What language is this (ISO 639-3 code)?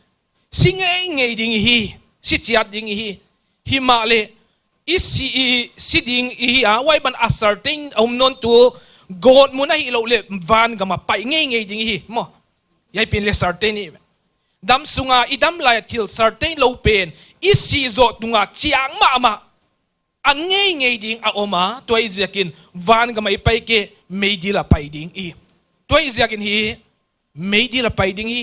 pck